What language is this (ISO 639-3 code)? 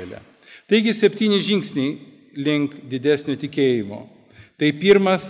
lit